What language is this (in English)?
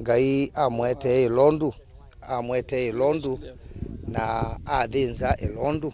Kamba